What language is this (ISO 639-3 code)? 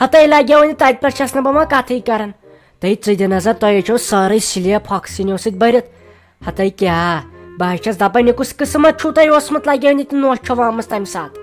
kas